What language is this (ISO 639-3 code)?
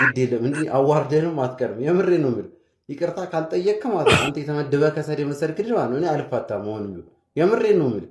amh